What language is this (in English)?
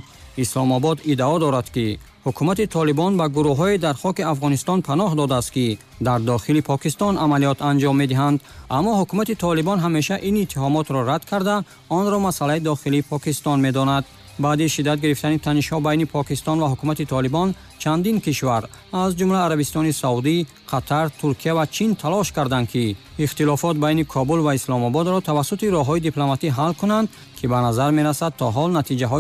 Tajik